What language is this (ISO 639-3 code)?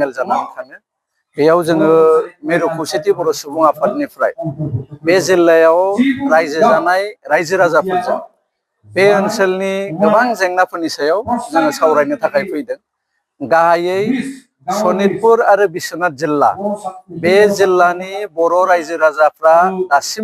brx